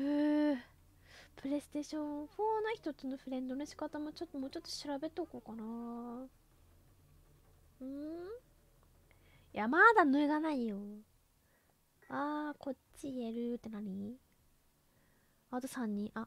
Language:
Japanese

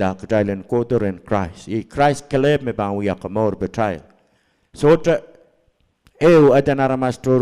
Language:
Pohnpeian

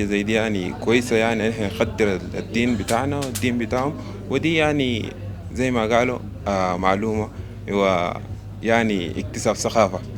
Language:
Sudanese Arabic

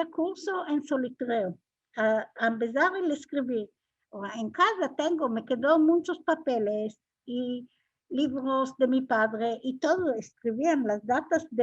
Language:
Ladino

